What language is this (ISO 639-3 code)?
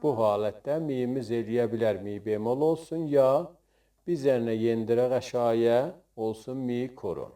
azb